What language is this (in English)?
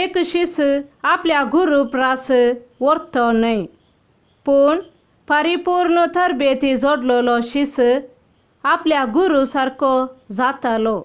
Konkani